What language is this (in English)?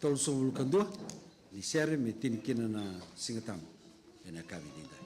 Fijian